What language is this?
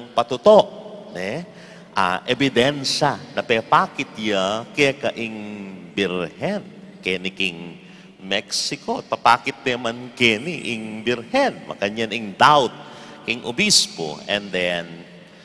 Pampanga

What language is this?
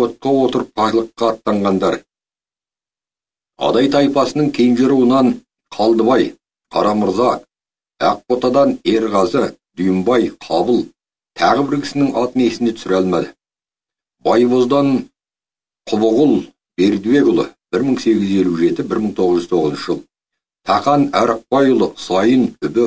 Kazakh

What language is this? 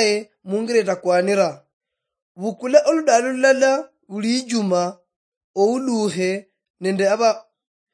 Luyia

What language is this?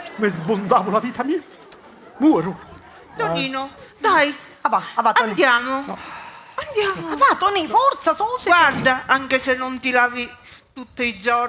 Sicilian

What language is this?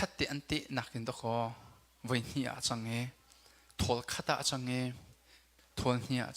Hakha Chin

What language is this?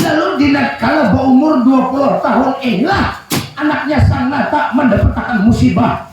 Banjar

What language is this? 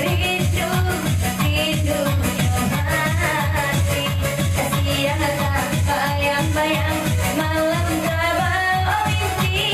Minangkabau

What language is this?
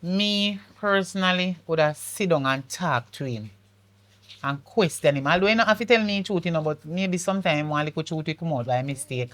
Jamaican Creole English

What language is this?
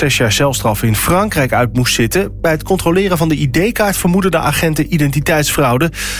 Dutch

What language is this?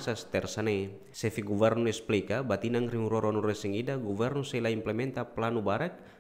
Tetum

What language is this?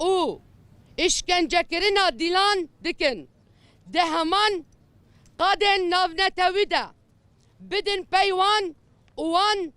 Kurdish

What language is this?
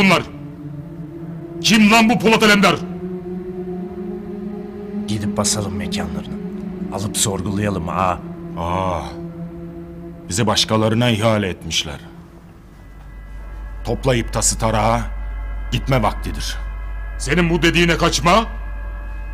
Turkish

